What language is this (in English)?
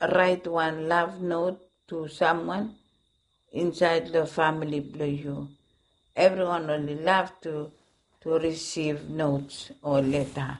Bislama